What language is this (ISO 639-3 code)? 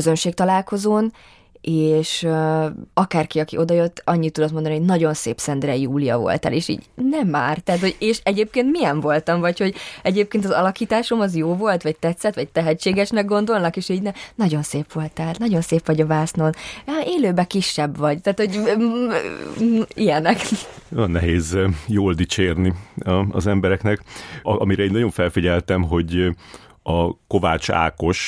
hun